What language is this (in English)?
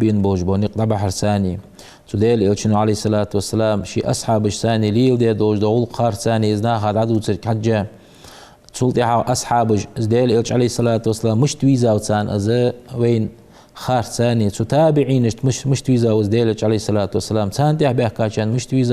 Ingush